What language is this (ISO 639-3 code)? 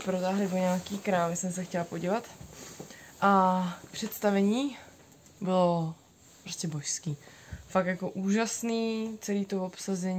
ces